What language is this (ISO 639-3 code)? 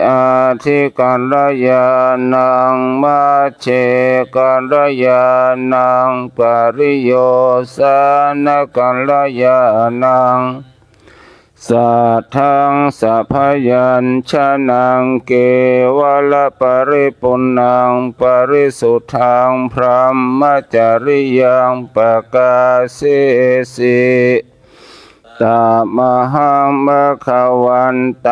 pli